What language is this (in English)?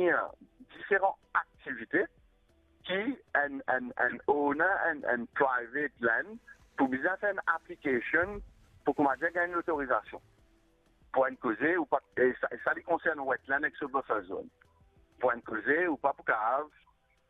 Morisyen